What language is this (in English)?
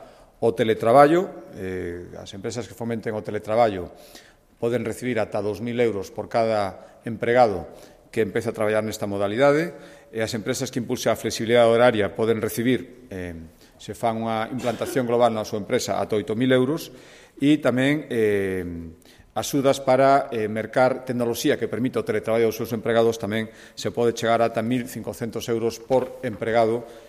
Galician